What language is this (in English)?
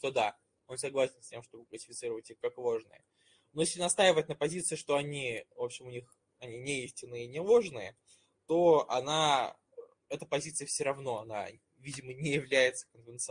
Russian